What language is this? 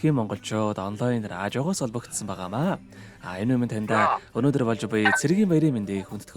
Mongolian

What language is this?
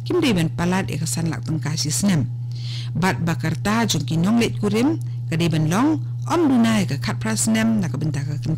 Khasi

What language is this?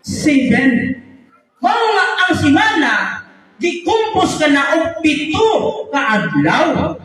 Cebuano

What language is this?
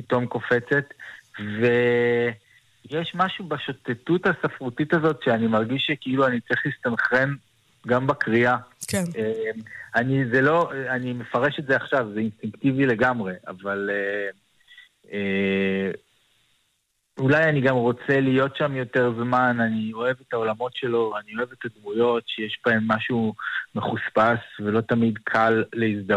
Hebrew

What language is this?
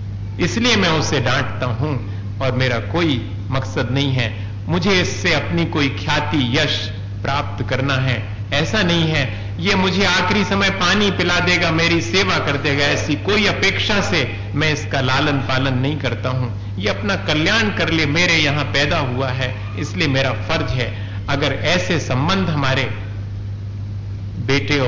Hindi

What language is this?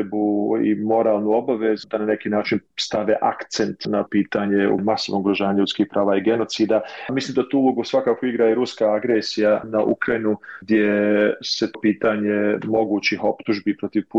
Bosnian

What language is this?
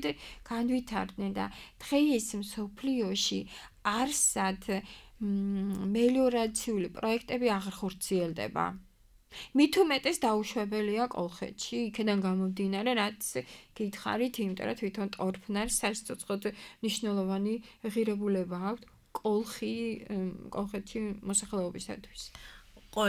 Georgian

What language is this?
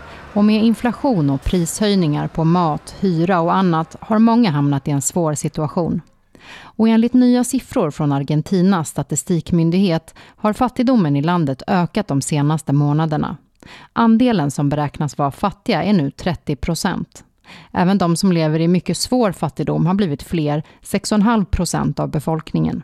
Swedish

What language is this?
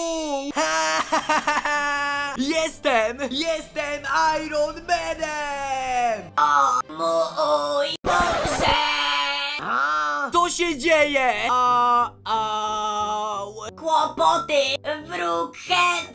Polish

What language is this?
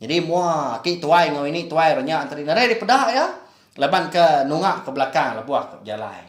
Iban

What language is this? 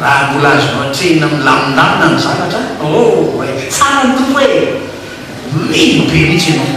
Malagasy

